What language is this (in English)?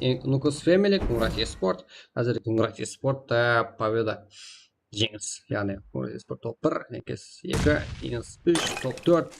Kara-Kalpak